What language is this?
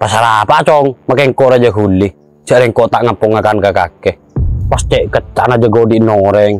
Madurese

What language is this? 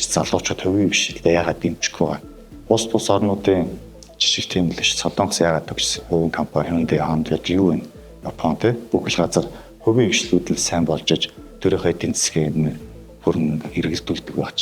Mongolian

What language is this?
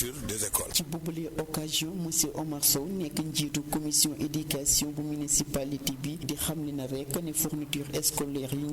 Wolof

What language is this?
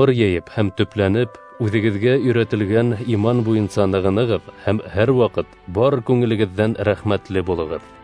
Bashkir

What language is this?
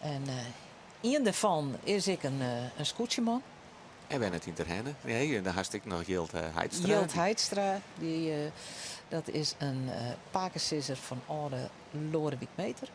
Western Frisian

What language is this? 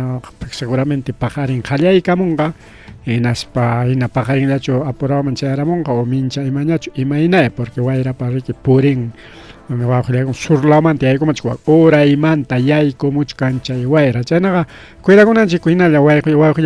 Ayacucho Quechua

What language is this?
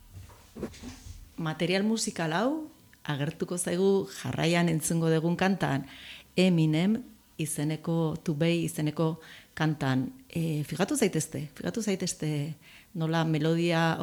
Basque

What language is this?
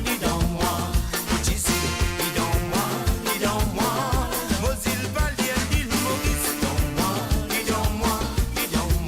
Morisyen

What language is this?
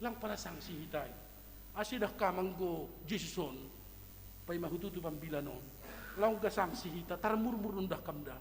Batak Simalungun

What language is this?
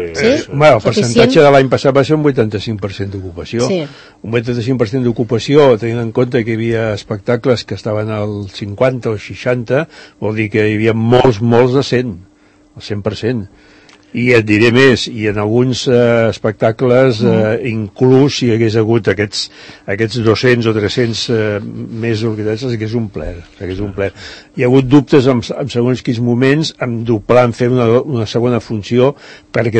Catalan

